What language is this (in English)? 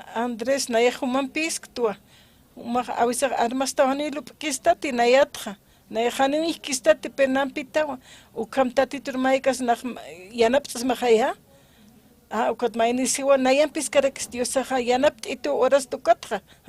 Aymara